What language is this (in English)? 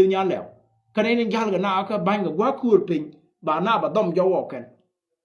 Nuer